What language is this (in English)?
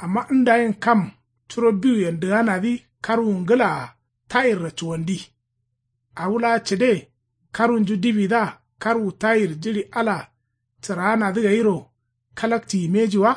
Kanuri